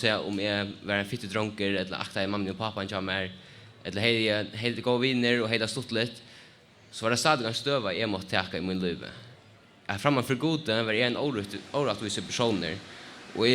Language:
Faroese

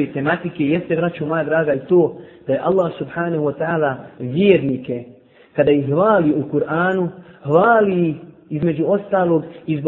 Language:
Bosnian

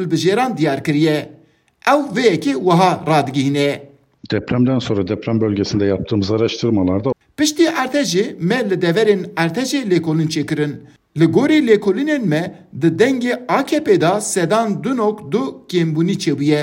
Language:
Kurdish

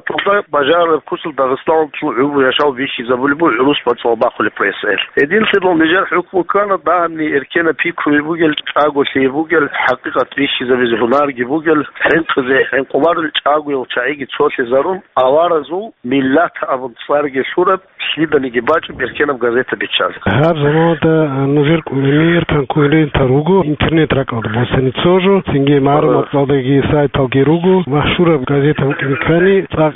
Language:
Avaric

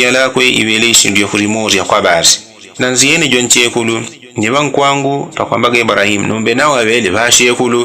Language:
Yao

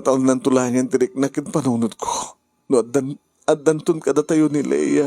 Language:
Iloko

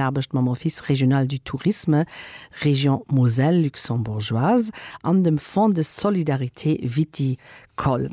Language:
Luxembourgish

